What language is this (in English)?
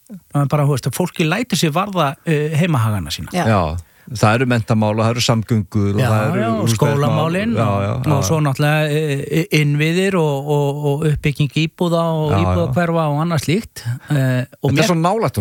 Icelandic